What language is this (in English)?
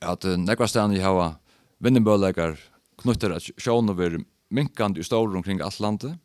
Faroese